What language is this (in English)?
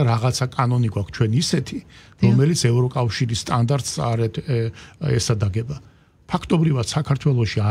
Georgian